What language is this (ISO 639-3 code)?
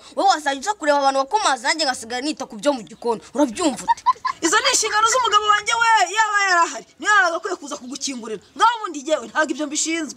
kin